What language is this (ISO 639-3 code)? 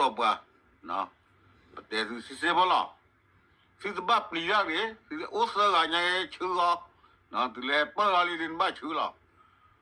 ksw